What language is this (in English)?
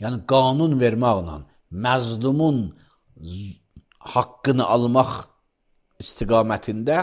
Azerbaijani